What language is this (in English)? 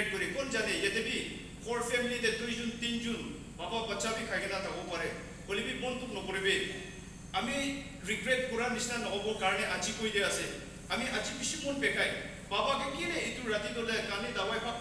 Naga Pidgin